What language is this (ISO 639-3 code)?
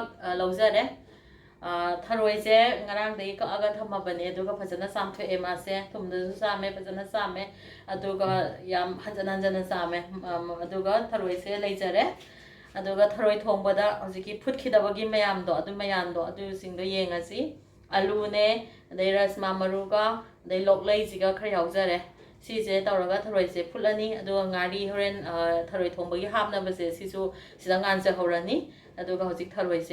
mni